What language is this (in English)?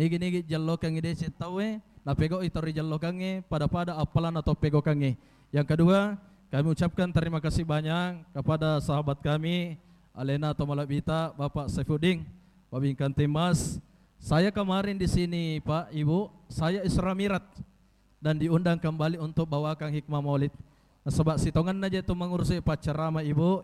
Buginese